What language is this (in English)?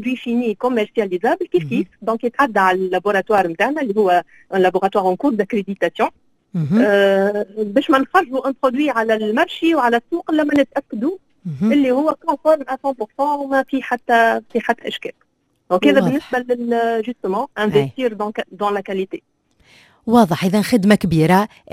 Tunisian Arabic